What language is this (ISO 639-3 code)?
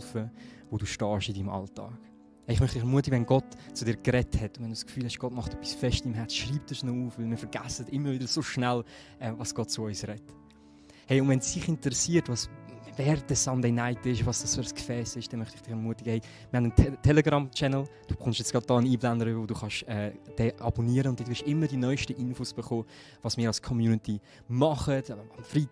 gsw